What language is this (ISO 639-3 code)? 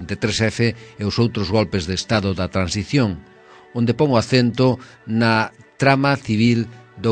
glg